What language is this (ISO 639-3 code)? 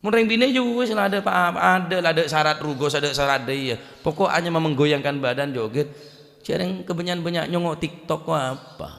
mad